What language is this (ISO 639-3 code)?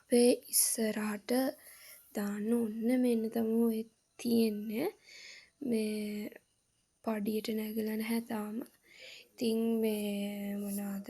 sin